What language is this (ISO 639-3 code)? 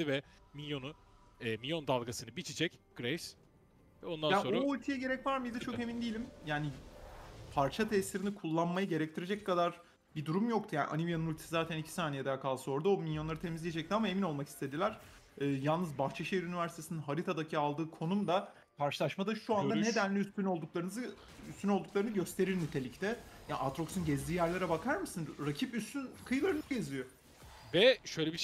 tur